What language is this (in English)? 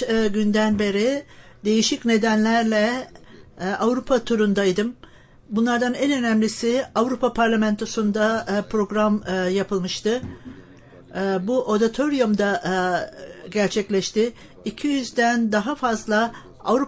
Turkish